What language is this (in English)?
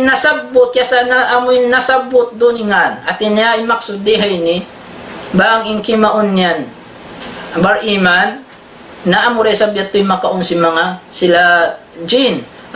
Tausug